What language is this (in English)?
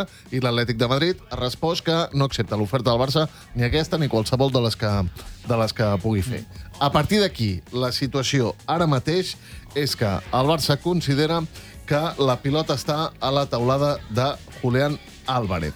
Catalan